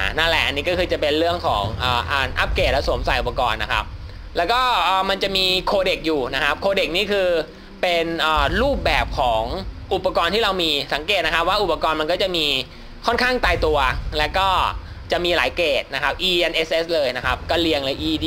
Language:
Thai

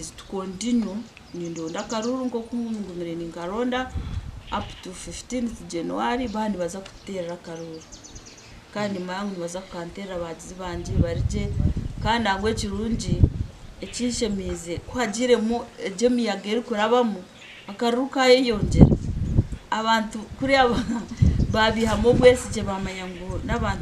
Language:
Nyankole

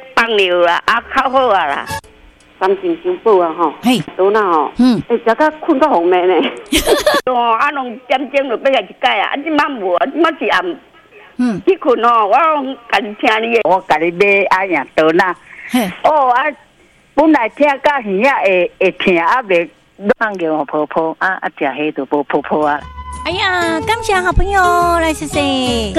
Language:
Min Nan Chinese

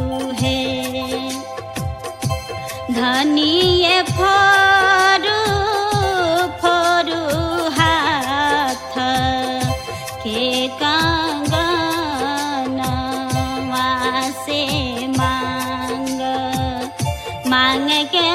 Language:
Bhojpuri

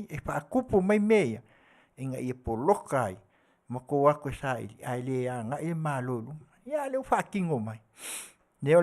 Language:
Samoan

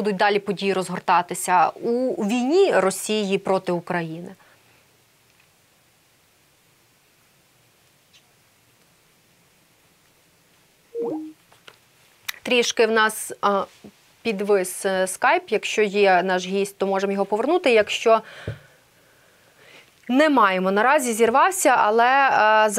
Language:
Ukrainian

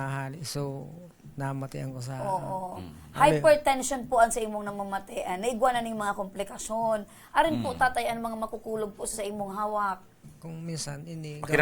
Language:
Bikol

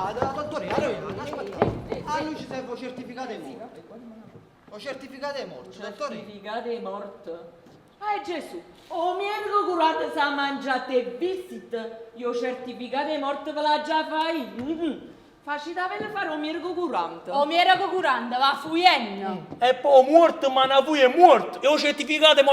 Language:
Neapolitan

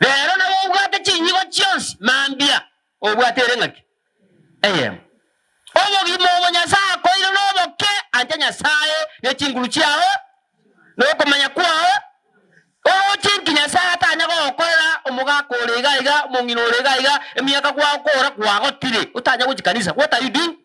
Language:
Gusii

